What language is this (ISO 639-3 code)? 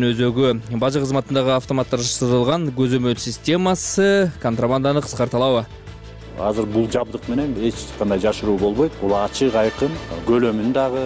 kir